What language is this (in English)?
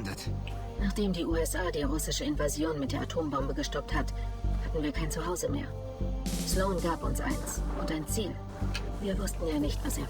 Bavarian